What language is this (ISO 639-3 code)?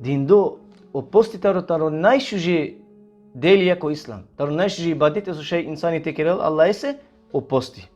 rmn